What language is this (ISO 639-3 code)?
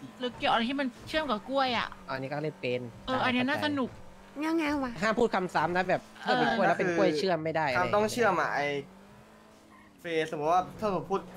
tha